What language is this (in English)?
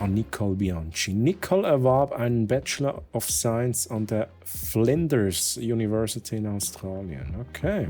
Swiss German